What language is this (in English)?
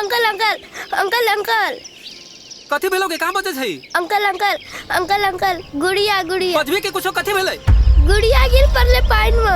Maithili